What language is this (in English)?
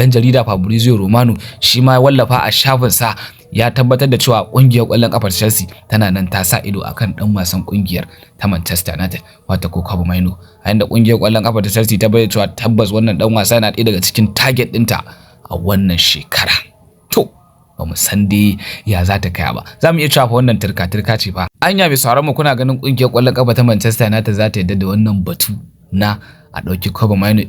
Hausa